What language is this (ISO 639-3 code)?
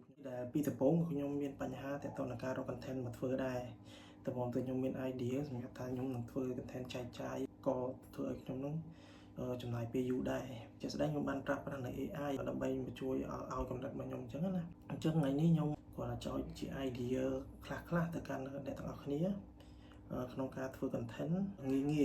khm